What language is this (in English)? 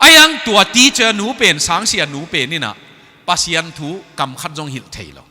Tedim Chin